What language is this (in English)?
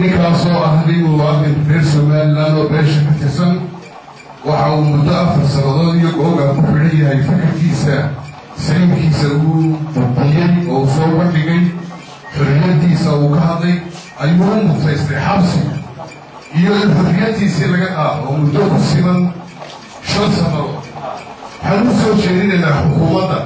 Somali